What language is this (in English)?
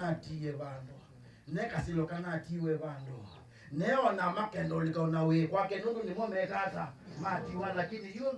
Kamba